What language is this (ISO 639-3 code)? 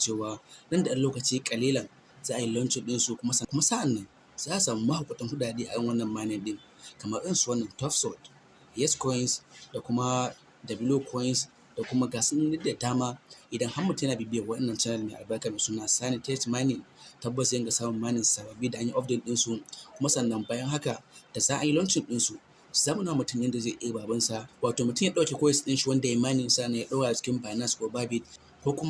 hau